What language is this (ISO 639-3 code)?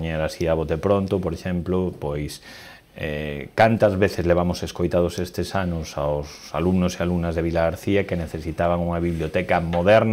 glg